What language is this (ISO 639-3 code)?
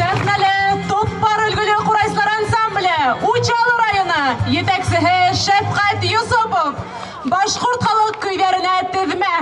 bak